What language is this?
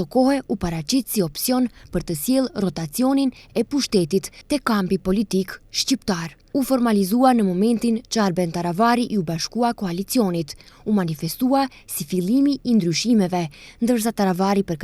Albanian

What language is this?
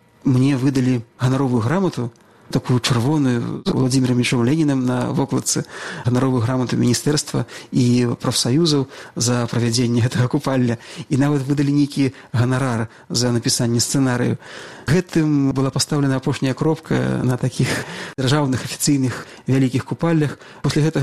Belarusian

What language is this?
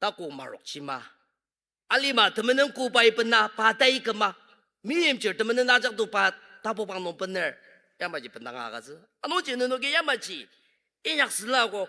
Ao Naga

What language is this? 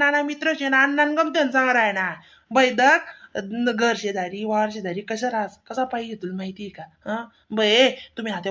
Khandesi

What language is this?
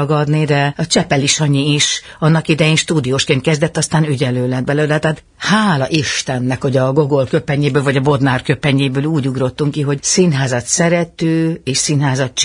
Hungarian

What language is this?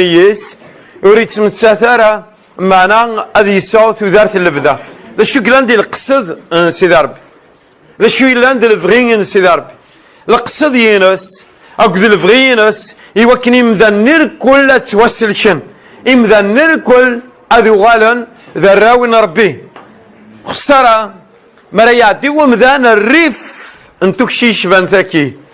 Kabyle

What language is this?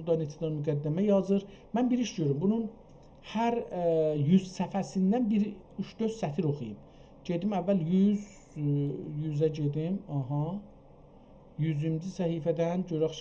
South Azerbaijani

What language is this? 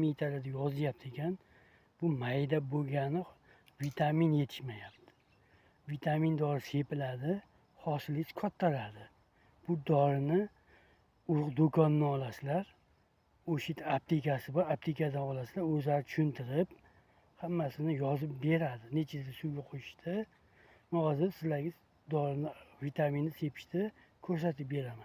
Uzbek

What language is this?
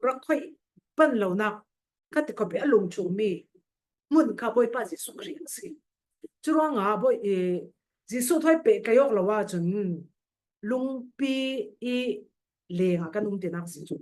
Falam Chin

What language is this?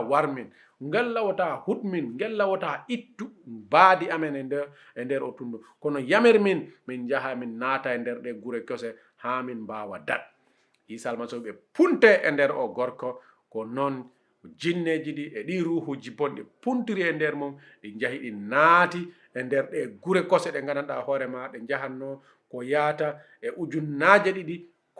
Fula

